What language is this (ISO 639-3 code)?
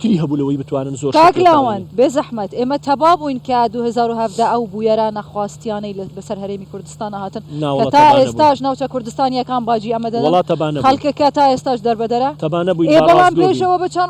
ckb